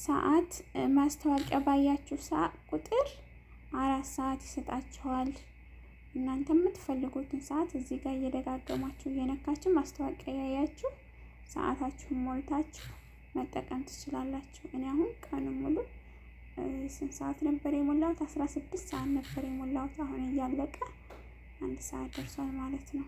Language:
Amharic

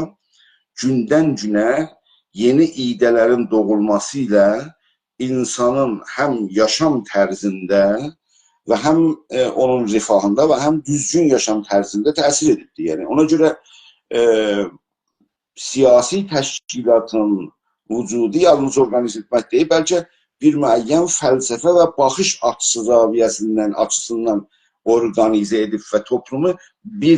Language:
South Azerbaijani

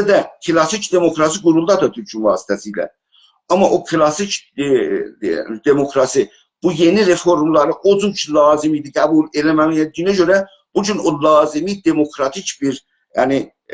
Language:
South Azerbaijani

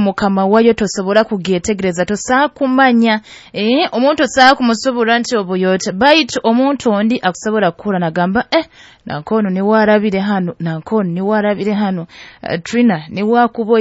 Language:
Nyoro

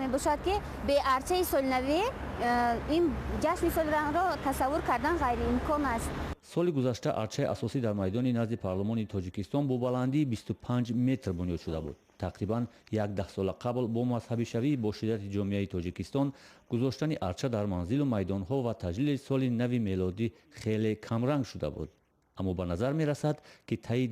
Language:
Tajik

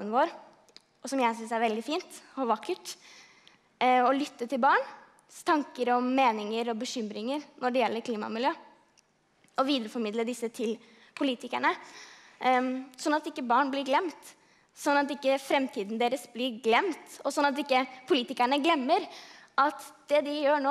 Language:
Norwegian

